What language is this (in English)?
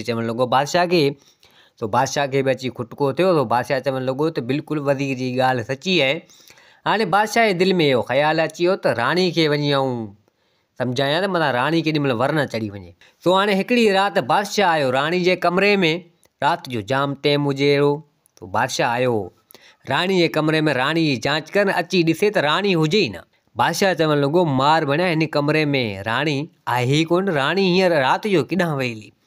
Sindhi